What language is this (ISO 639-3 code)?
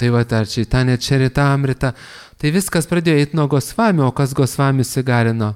lit